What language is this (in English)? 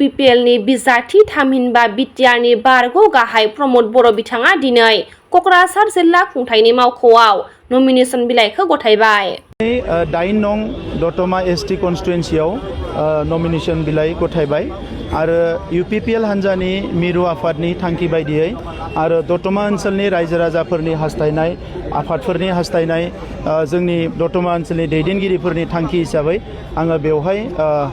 Bodo